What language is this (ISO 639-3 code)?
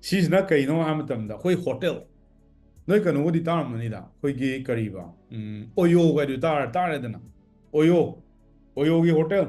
mni